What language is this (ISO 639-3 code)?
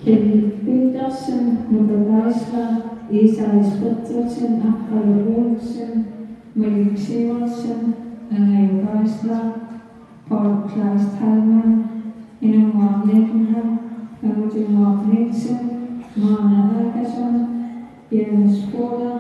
kal